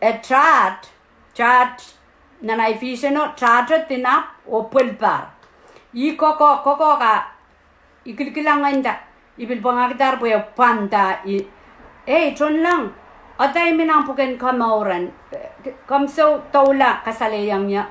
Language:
Pohnpeian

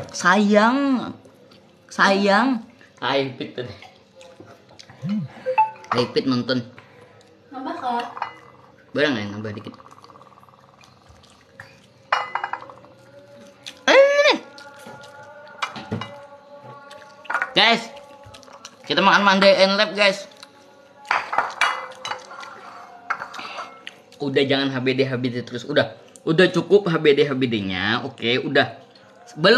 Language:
Indonesian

